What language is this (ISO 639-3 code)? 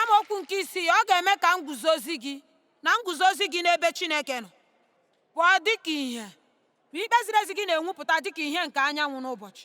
ibo